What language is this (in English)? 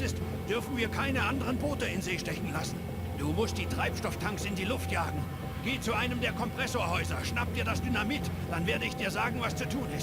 Bavarian